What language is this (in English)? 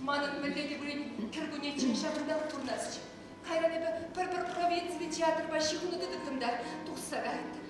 Chuvash